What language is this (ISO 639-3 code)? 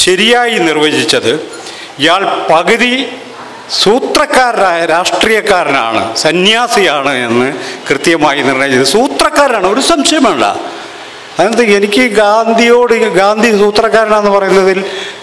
mal